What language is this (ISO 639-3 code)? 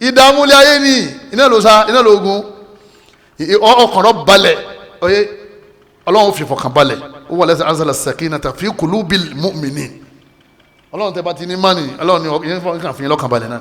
yor